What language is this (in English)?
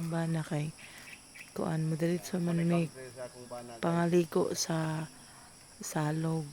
Cebuano